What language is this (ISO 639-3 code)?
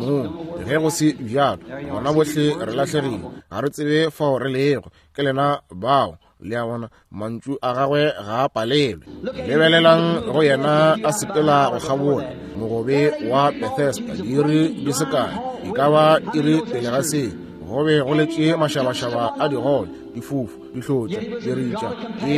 nso